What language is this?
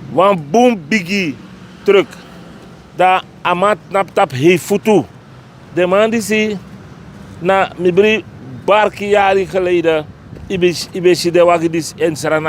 Sranan Tongo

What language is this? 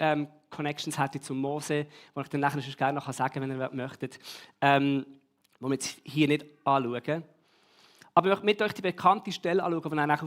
Swiss German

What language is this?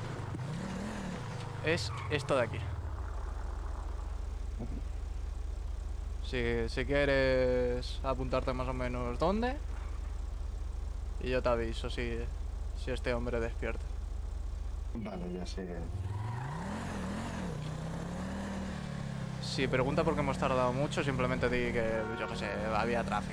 Spanish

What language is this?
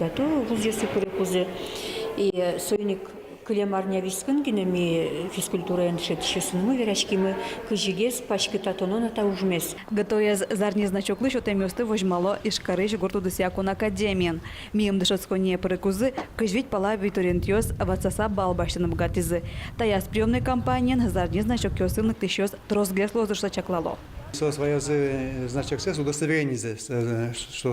Udmurt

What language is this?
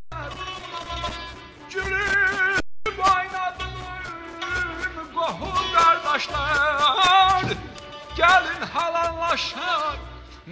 Turkish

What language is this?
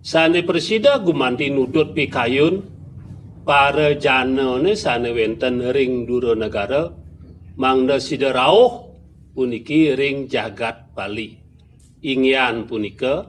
Balinese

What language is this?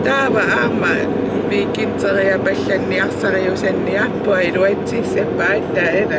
Kalaallisut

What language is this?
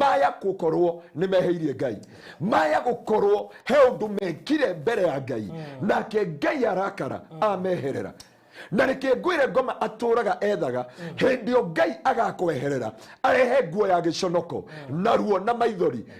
Kikuyu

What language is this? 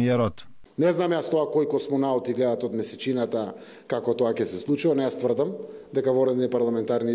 Macedonian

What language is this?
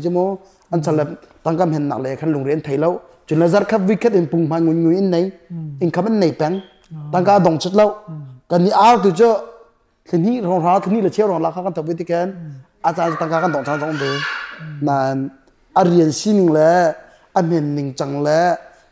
Hakha Chin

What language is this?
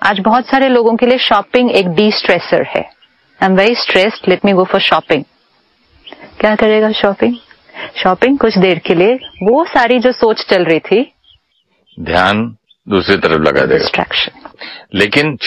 Hindi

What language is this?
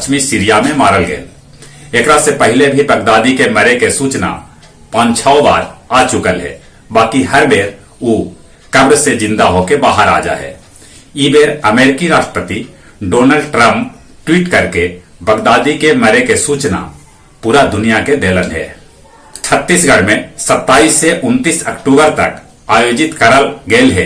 Magahi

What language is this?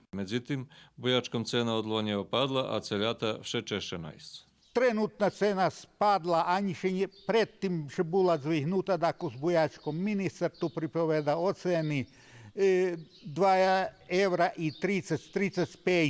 Rusyn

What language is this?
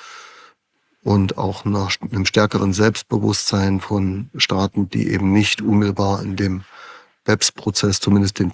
German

